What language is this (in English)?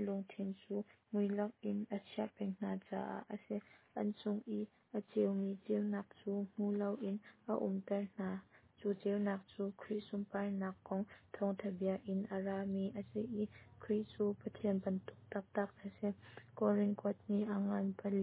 Hakha Chin